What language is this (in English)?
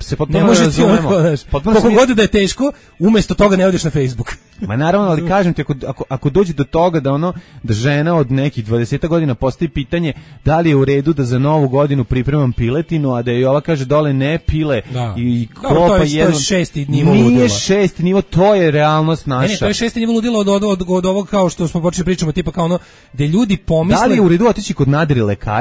Serbian